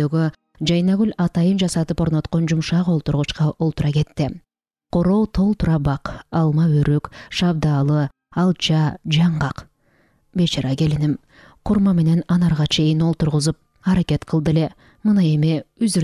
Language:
Kyrgyz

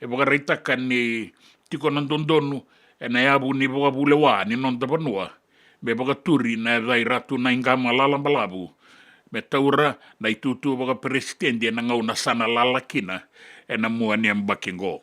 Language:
Fijian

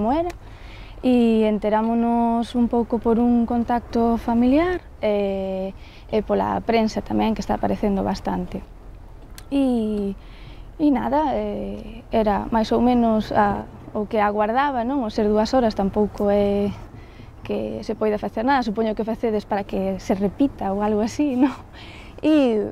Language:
Galician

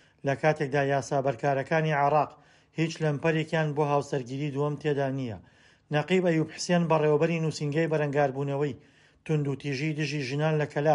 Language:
Central Kurdish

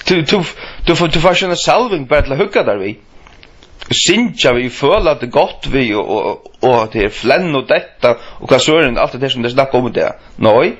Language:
Faroese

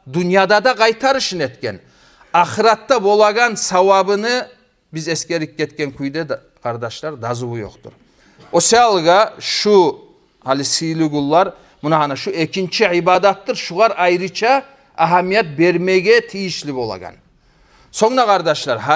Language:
Kumyk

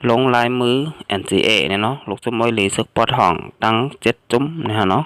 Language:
Shan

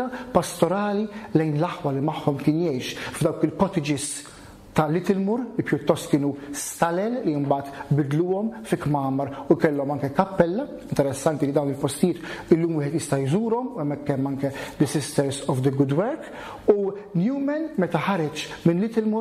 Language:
Maltese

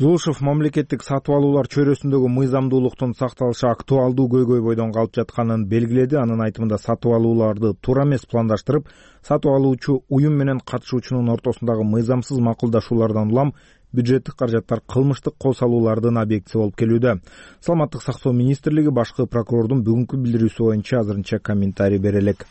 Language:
Kyrgyz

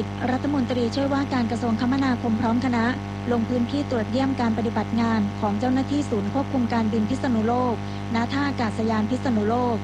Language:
Thai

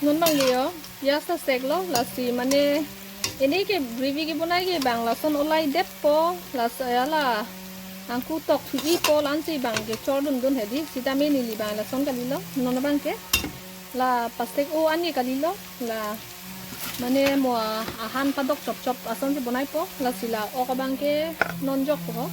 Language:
Karbi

